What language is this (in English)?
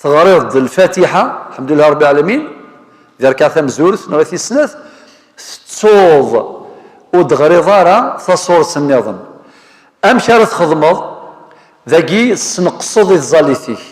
Kabyle